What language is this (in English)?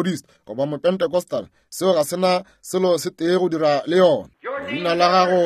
Northern Sotho